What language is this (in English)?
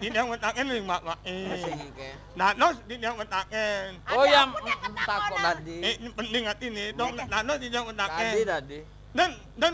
Balinese